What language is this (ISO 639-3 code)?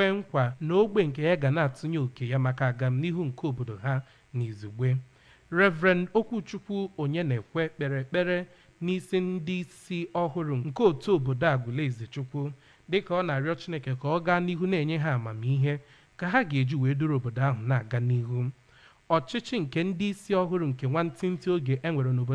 ibo